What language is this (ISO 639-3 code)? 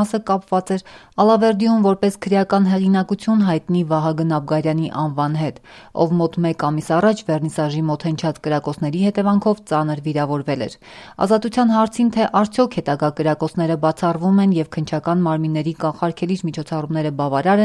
hye